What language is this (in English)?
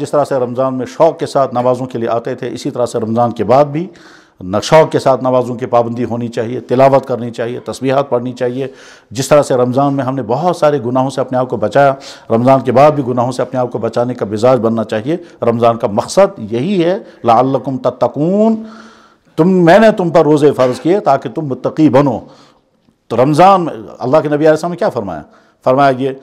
Urdu